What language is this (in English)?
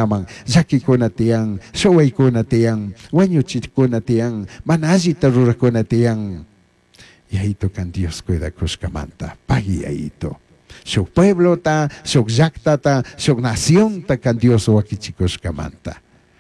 Chimborazo Highland Quichua